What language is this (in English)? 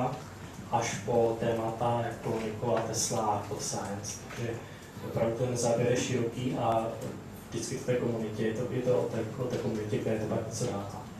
Czech